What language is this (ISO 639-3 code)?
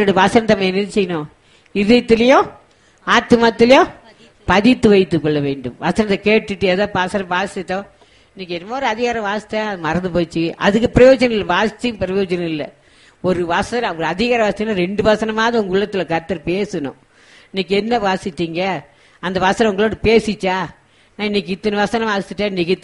tam